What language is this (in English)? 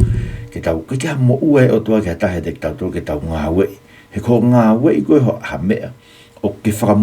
Tongan